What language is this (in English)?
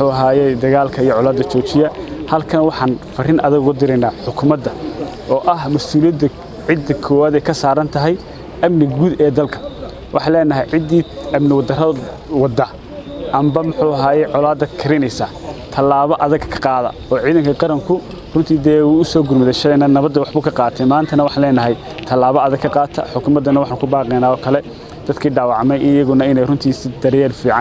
Somali